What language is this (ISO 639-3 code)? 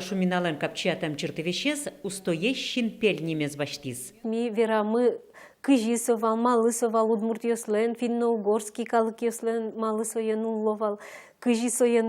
udm